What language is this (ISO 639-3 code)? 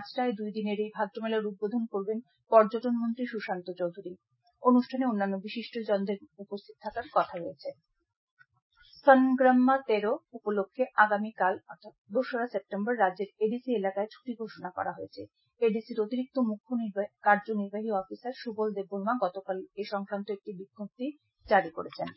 ben